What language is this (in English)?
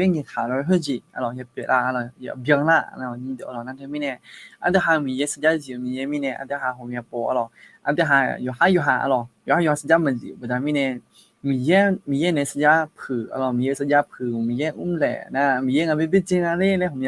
Akha